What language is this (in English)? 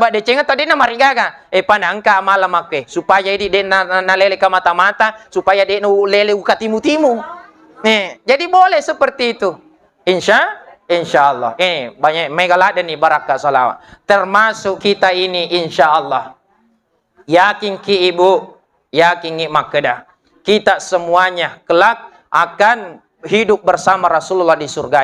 Buginese